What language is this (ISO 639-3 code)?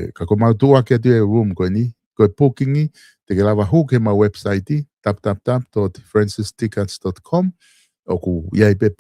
ton